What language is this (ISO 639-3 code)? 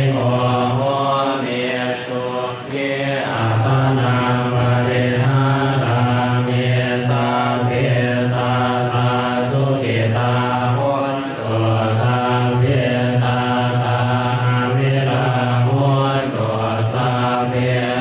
pli